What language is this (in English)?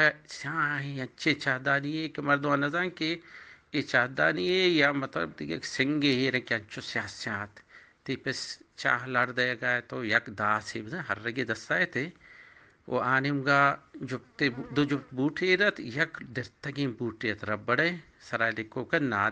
Eastern Balochi